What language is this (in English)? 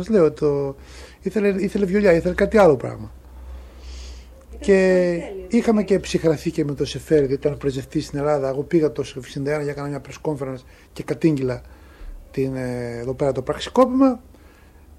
Greek